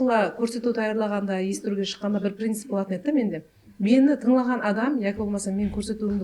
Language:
Kara-Kalpak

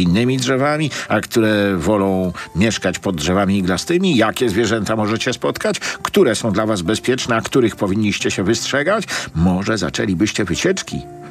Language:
Polish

